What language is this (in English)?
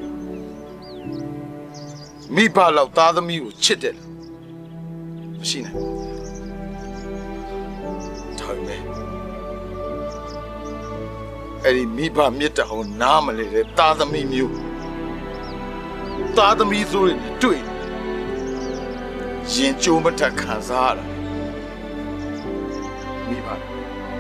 Burmese